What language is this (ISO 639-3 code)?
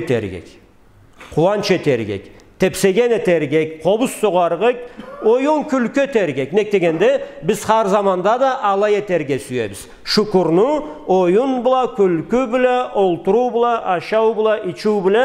krc